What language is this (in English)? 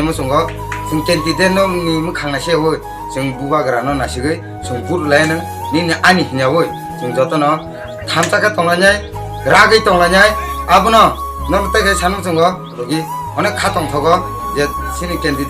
Kok Borok